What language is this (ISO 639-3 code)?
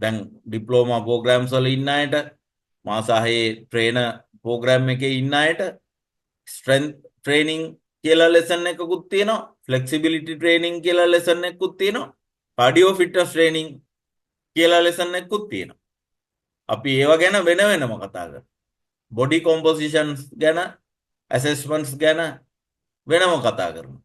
sin